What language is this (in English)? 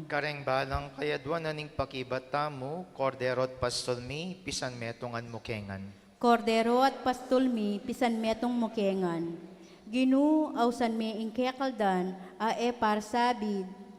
Pampanga